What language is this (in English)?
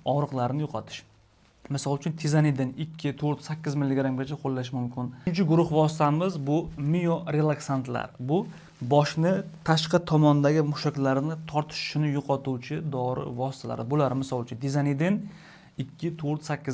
Uzbek